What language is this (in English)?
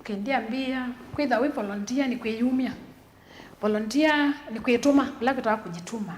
Kamba